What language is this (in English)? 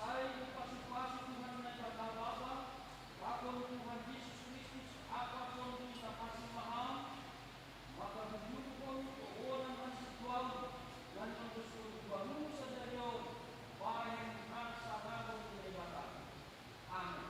Batak Simalungun